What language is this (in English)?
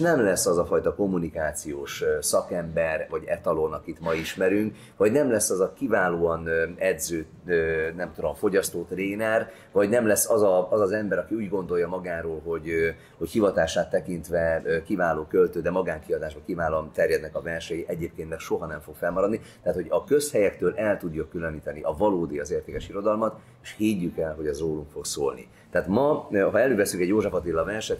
Hungarian